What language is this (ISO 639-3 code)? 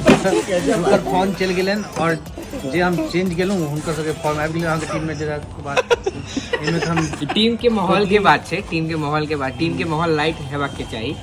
mai